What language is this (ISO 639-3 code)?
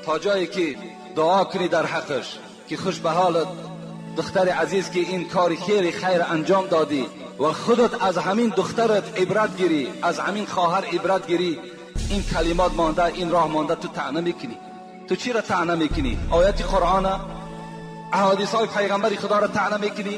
tgk